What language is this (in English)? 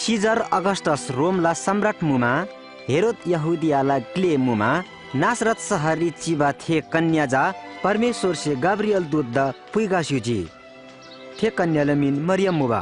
Eastern Tamang